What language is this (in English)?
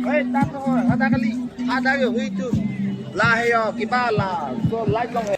Karbi